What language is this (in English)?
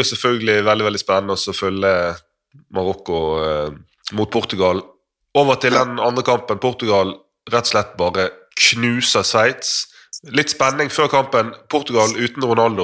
Norwegian